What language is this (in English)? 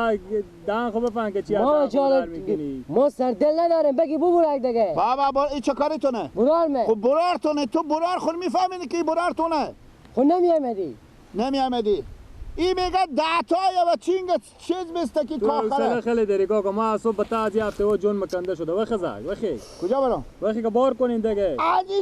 Persian